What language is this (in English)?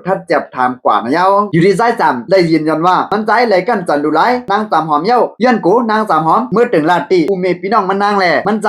Shan